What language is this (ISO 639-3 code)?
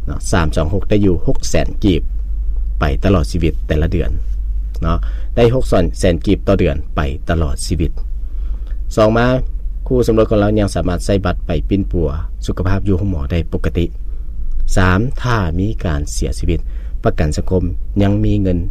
lao